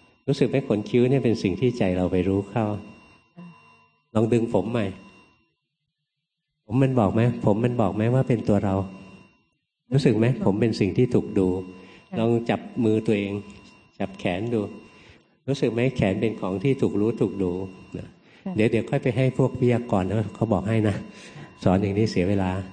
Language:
Thai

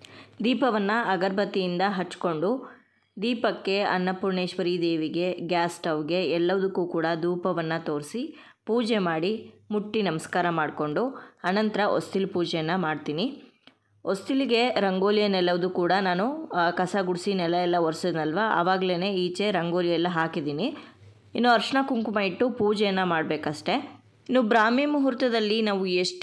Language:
Kannada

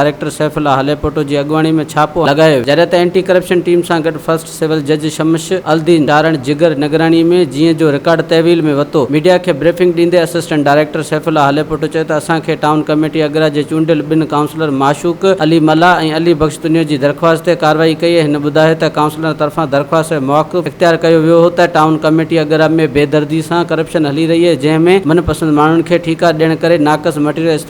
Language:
Sindhi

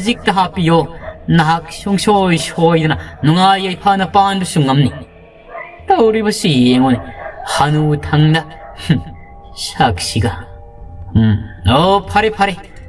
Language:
Manipuri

